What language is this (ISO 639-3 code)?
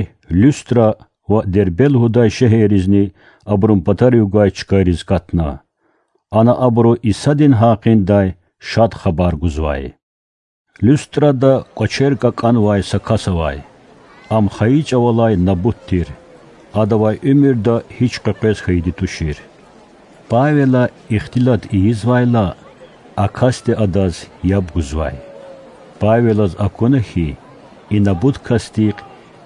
lez